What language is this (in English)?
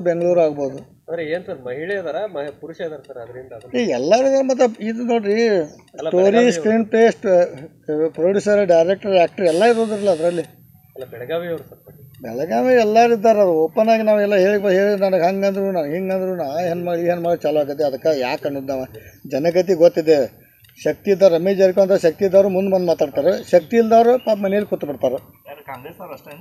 Kannada